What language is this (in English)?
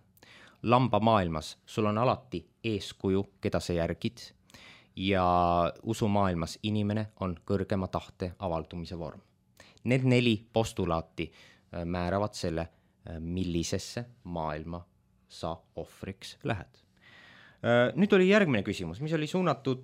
Estonian